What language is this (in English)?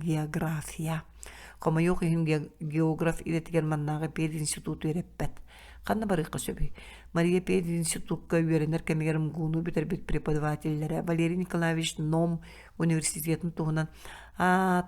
Yakut